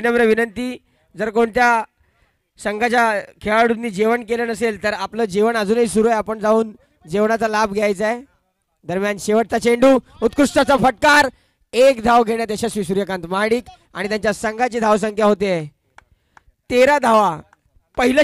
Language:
Marathi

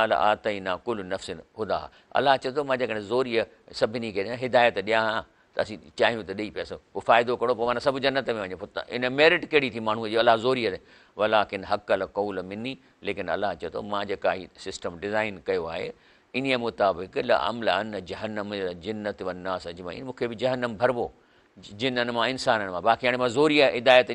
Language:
Sindhi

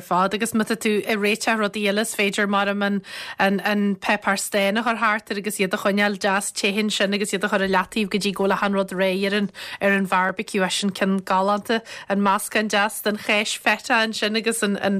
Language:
Irish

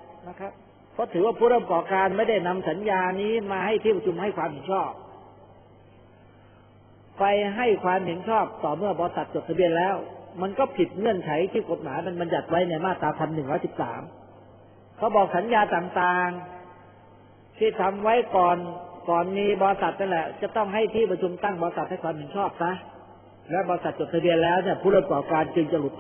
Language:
Thai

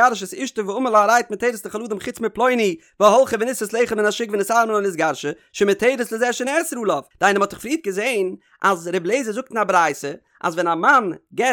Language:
Yiddish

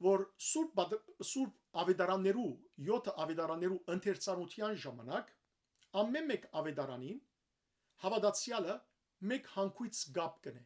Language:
Western Armenian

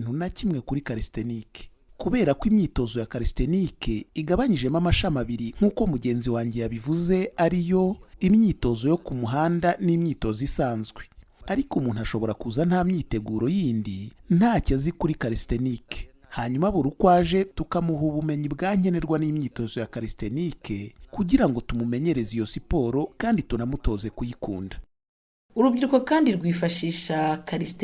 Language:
Kinyarwanda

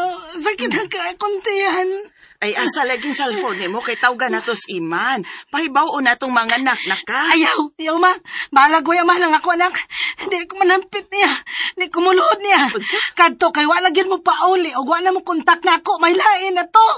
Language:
Cebuano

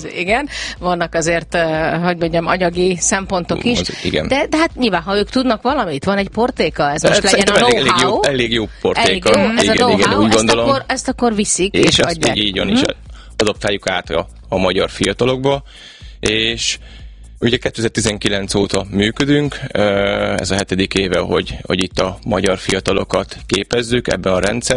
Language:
Hungarian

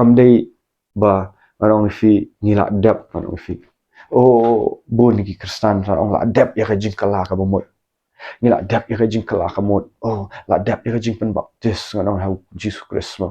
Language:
Khasi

